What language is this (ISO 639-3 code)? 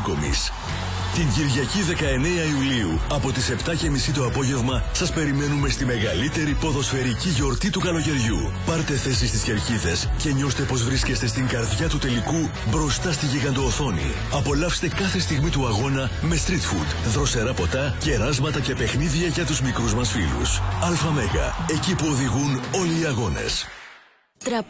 ell